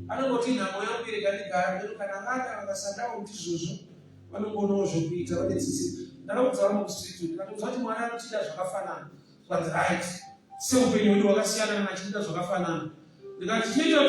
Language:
Shona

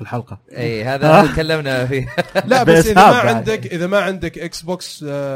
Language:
Arabic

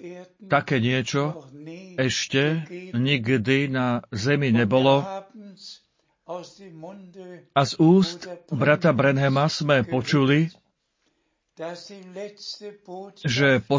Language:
Slovak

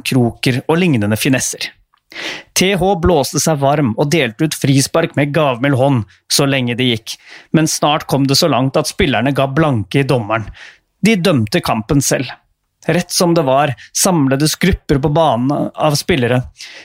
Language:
Norwegian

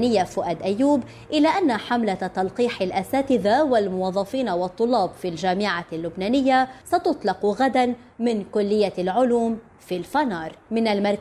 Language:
Arabic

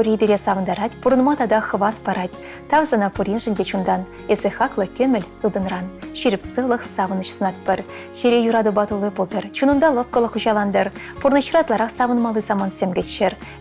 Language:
Chuvash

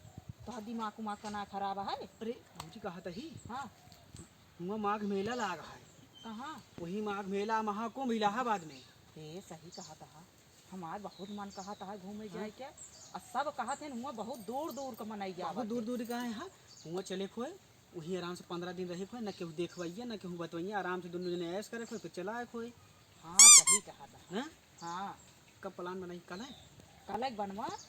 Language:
Awadhi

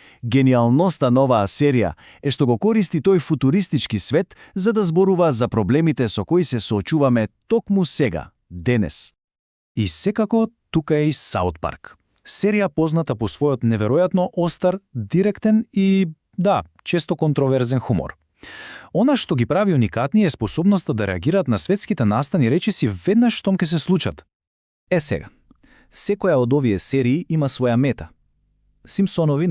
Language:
Macedonian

